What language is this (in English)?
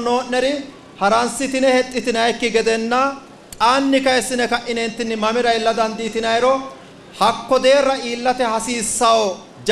Sidamo